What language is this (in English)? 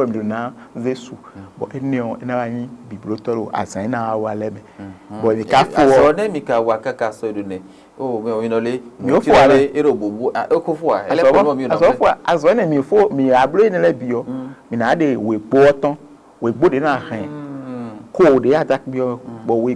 Fon